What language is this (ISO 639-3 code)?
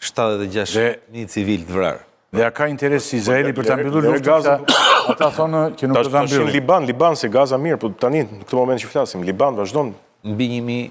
sqi